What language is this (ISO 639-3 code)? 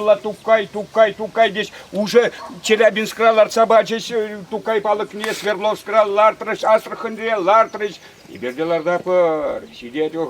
chv